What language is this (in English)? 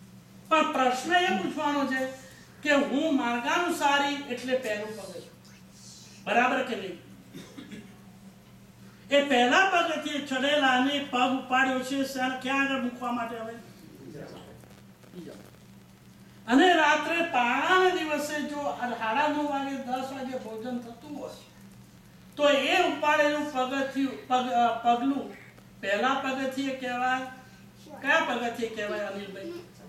Gujarati